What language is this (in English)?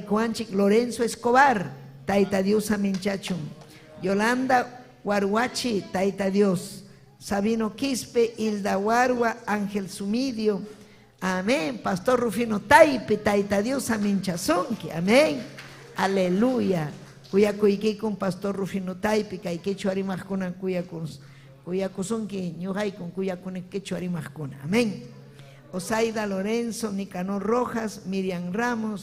Ayacucho Quechua